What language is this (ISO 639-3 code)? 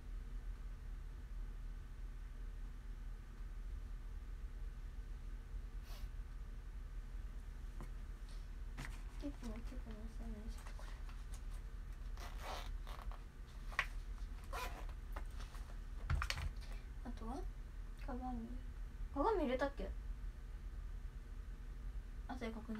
jpn